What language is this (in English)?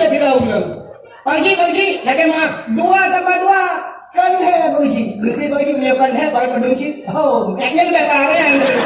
Achinese